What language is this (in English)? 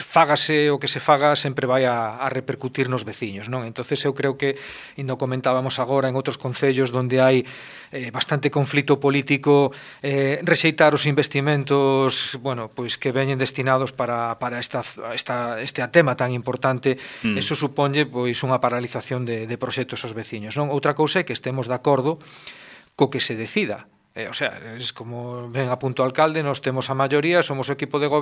Galician